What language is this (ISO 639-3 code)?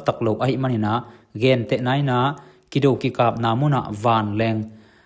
ctd